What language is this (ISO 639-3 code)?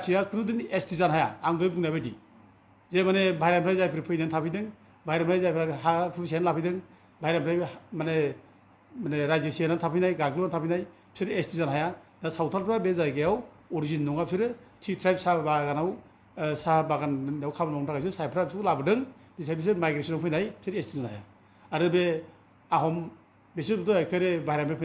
brx